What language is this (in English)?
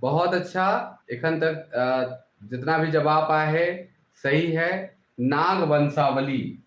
Sadri